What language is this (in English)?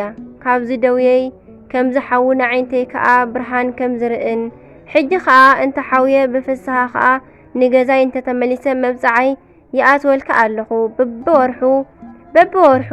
Tigrinya